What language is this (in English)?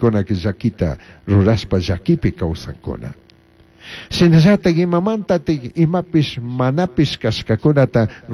Chimborazo Highland Quichua